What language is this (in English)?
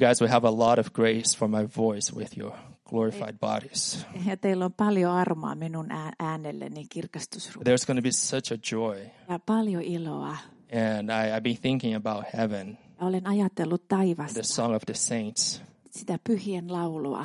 Finnish